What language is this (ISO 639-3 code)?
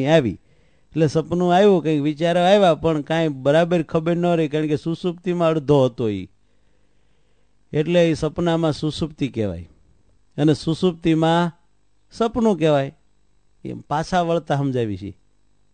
guj